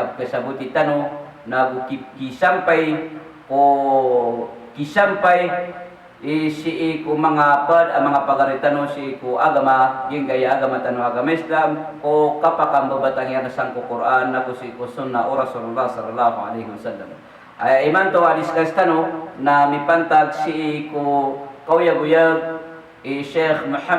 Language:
Maranao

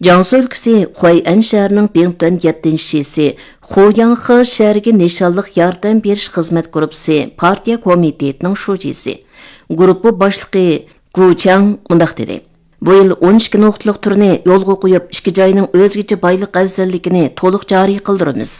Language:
Uyghur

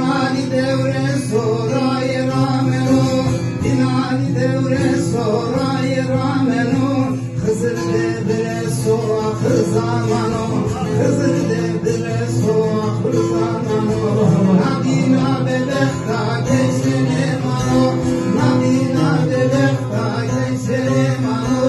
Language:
Zaza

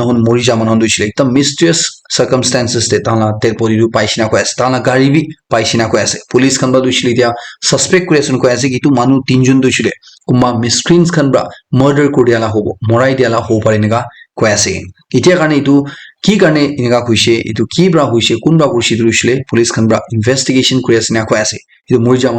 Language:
Naga Pidgin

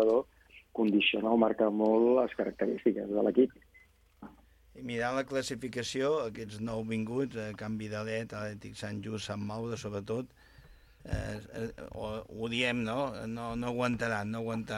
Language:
Catalan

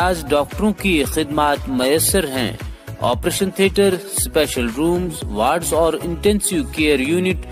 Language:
Urdu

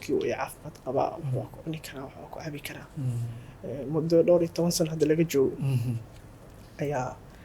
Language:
Somali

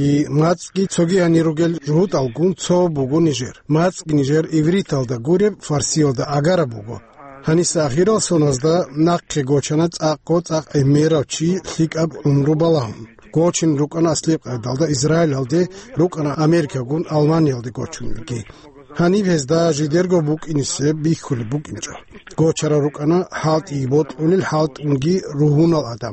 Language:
Avaric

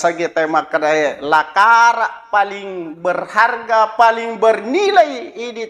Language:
Buginese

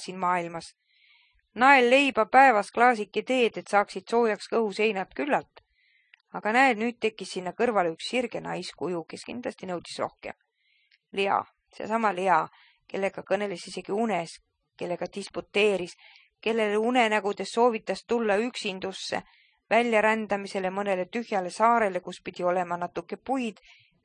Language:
Estonian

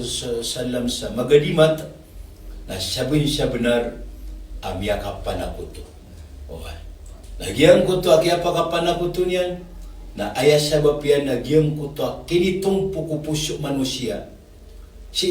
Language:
Maranao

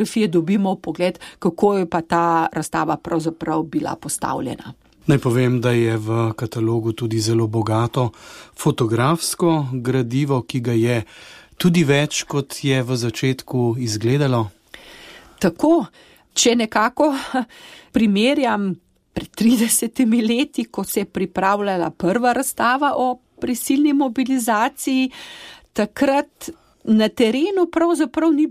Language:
Slovenian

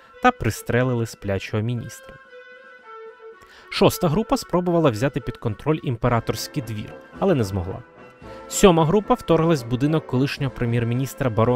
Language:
Ukrainian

